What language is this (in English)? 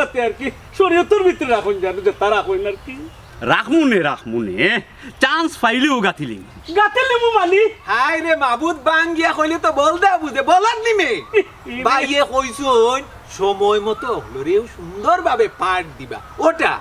Sylheti